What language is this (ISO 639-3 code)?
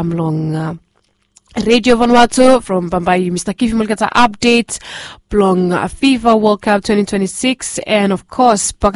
bis